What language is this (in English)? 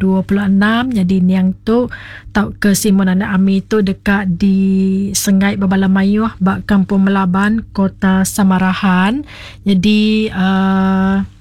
Iban